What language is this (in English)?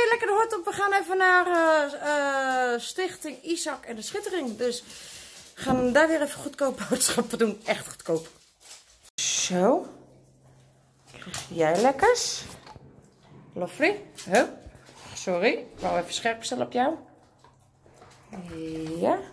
Dutch